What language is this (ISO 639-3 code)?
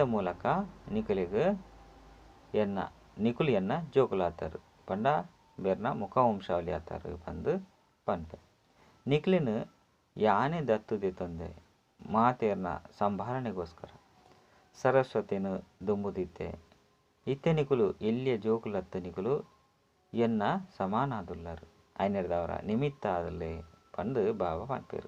tcy